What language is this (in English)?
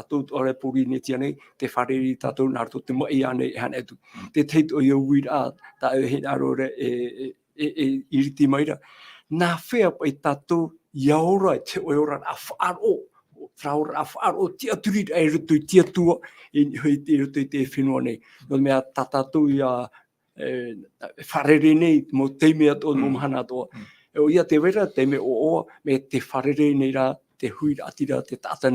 Tahitian